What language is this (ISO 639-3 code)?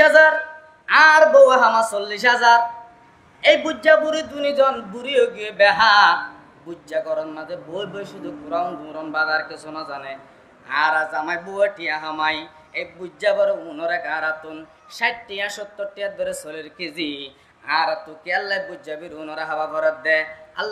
rhg